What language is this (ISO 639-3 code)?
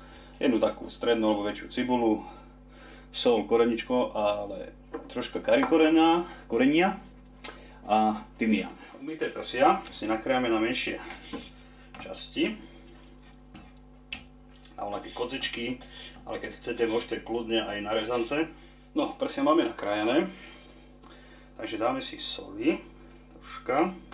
slk